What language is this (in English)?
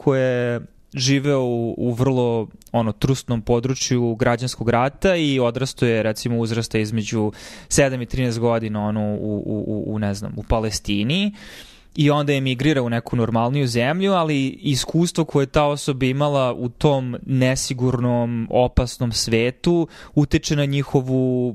Serbian